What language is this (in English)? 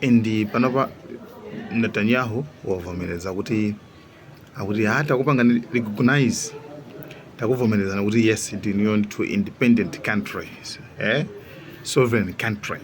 Nyanja